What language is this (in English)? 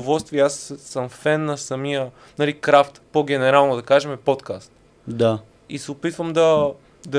Bulgarian